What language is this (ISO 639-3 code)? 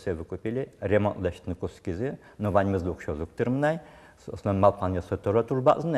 udm